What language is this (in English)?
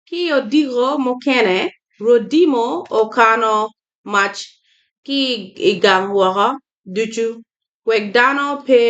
Acoli